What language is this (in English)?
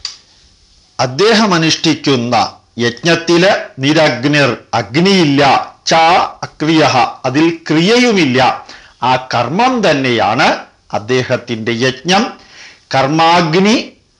Malayalam